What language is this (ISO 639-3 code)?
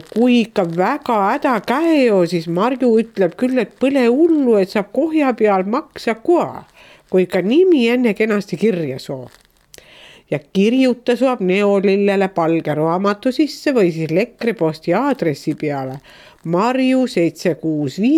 est